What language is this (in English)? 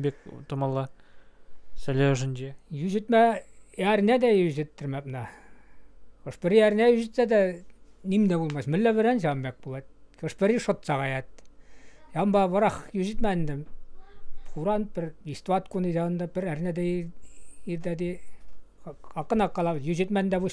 Chuvash